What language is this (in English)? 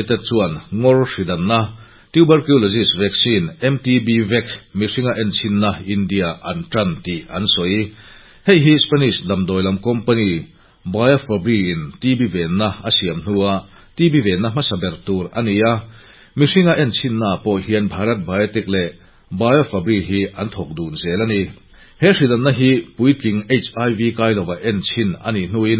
Mizo